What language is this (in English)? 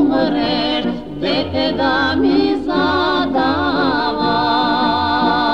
Serbian